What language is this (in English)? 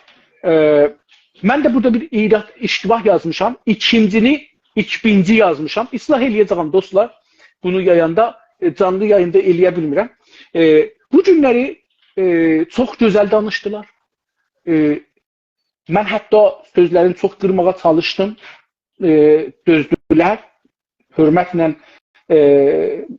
South Azerbaijani